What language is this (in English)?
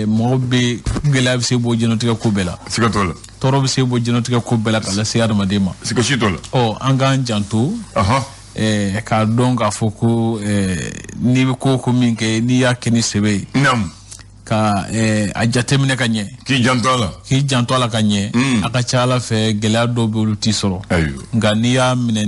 Bambara